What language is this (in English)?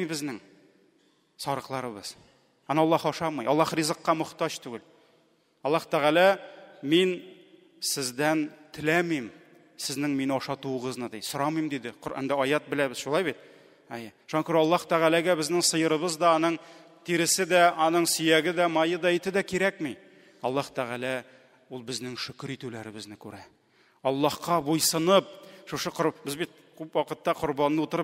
Tatar